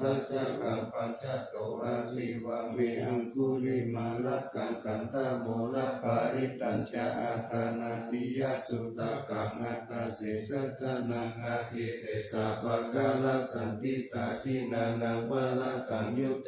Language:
Pali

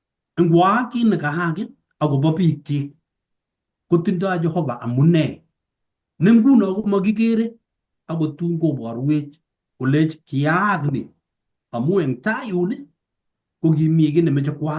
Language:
Kalenjin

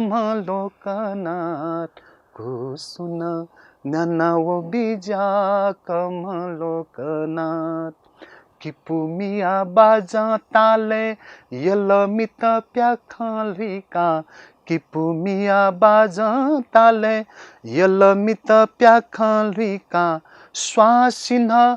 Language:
Newari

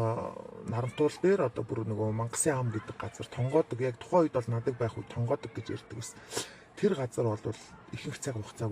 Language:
Mongolian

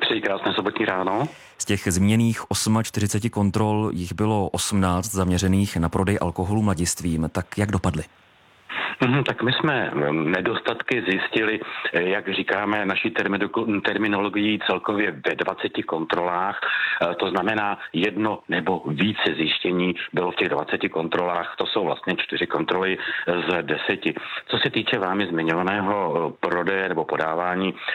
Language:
Czech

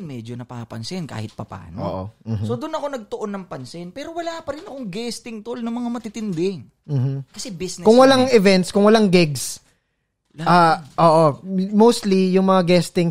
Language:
Filipino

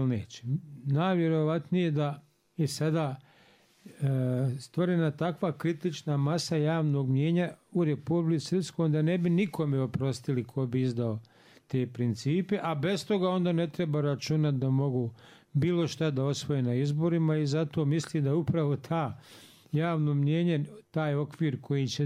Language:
Bosnian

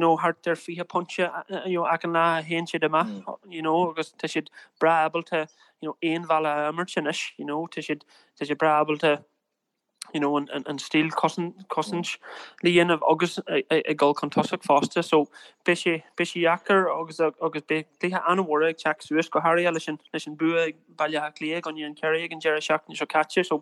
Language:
Irish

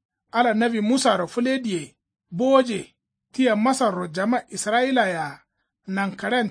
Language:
Kanuri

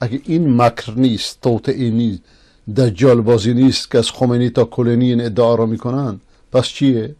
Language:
Persian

